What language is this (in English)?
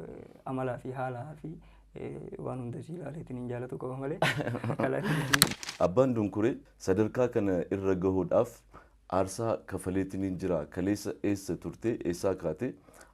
Oromo